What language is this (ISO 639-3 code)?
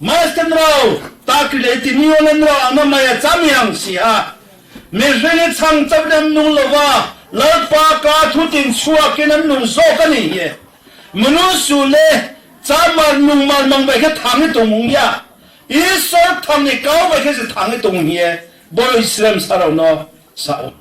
ria